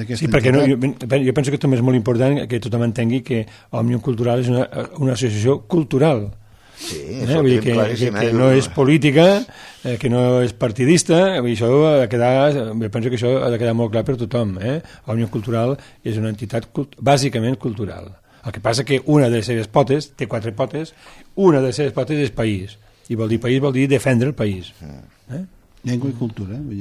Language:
Catalan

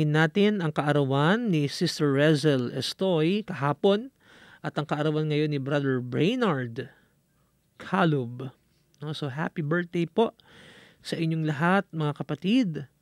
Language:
Filipino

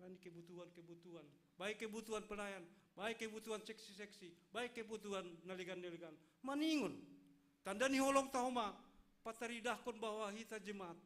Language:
Batak Simalungun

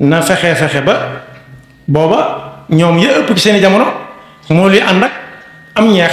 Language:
Wolof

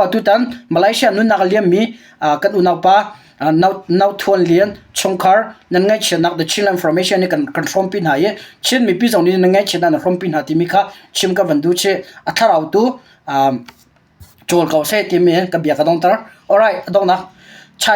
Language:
Hakha Chin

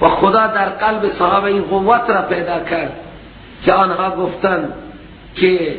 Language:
Persian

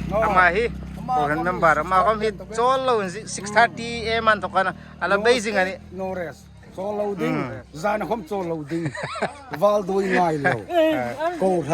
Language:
Hmar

